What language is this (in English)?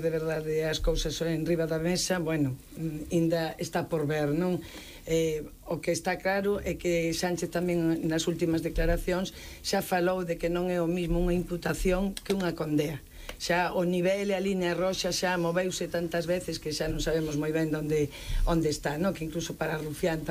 Galician